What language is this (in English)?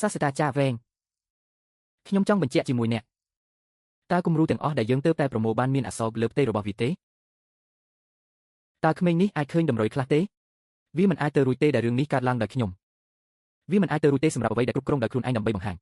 Khmer